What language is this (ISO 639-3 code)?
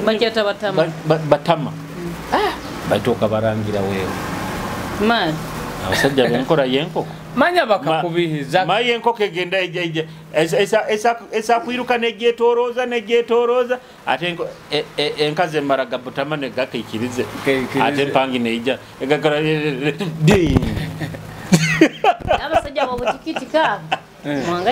nyo